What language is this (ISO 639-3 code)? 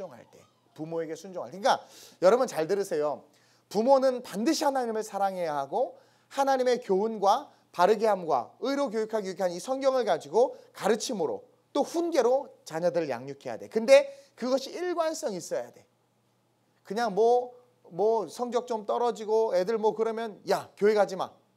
kor